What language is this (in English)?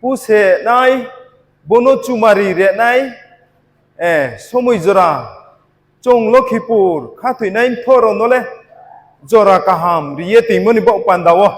Riang (India)